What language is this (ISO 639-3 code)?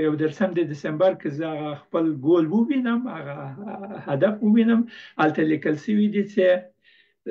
pus